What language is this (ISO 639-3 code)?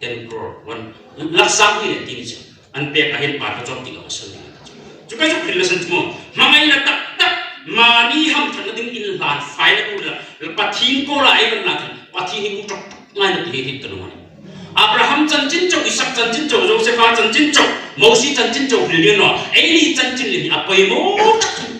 hmr